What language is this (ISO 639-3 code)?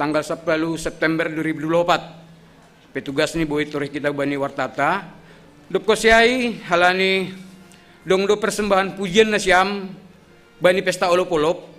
bts